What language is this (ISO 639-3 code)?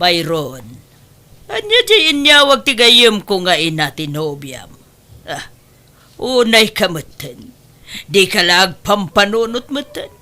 ilo